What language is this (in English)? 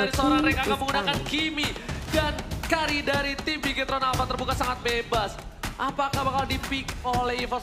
Indonesian